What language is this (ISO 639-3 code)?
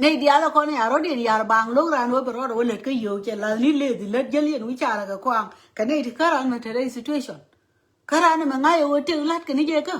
nus